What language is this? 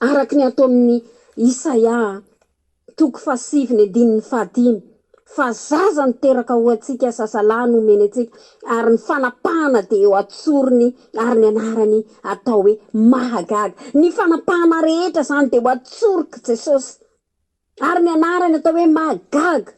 Malagasy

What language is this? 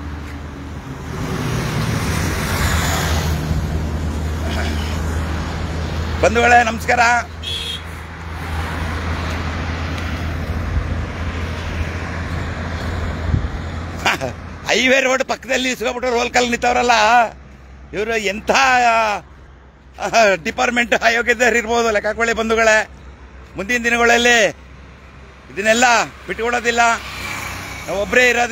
Kannada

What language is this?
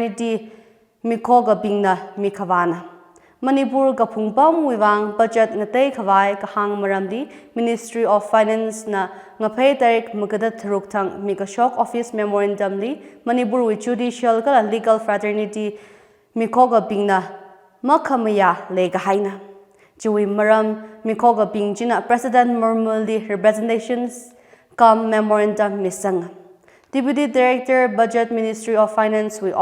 Tangkhul Naga (India)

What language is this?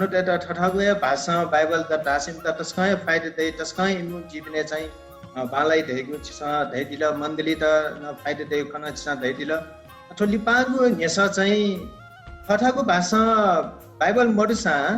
Newari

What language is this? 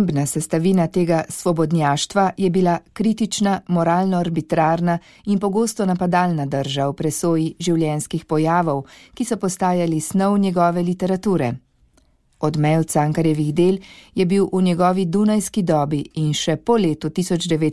Slovenian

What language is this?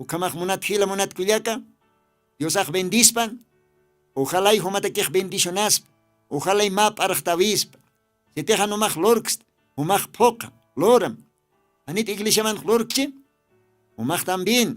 Aymara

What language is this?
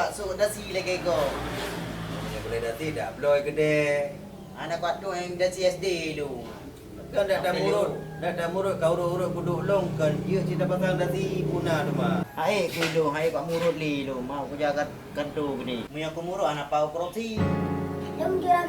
Achinese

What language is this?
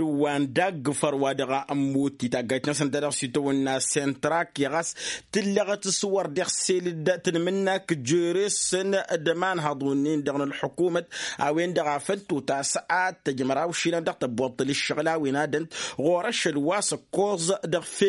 Tamasheq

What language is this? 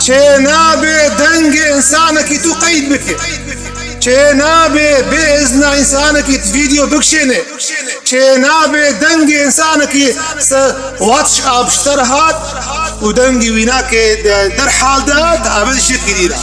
Kurdish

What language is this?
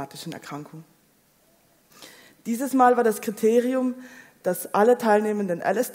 German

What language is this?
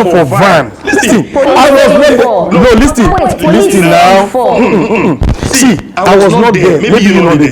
Nigerian Pidgin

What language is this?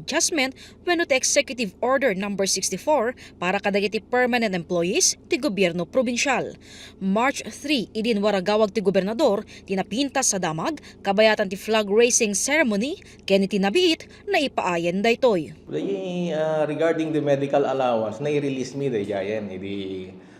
Iloko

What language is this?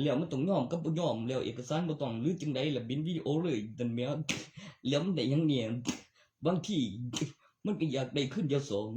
Northeastern Thai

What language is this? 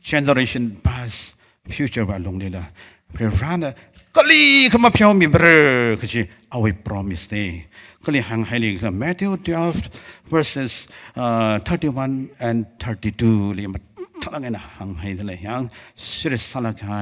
Tangkhul Naga (India)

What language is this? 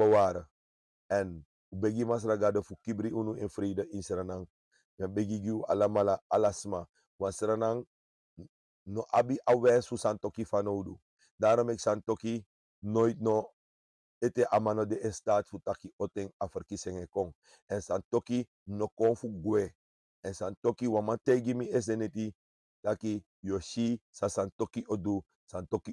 Sranan Tongo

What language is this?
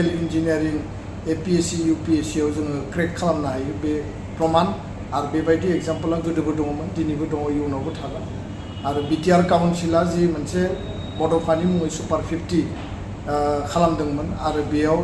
Bodo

